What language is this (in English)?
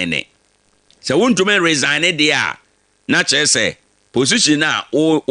Akan